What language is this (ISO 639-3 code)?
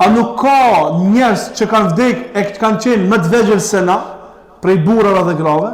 sqi